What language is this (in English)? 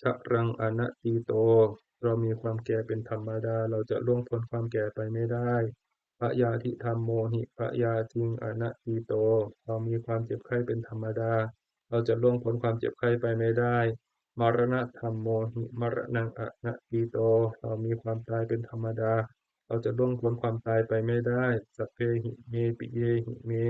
Pali